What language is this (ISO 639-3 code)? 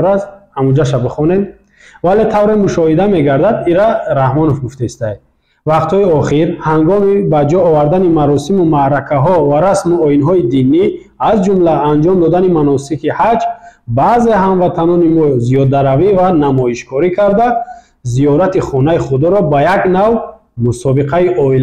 tgk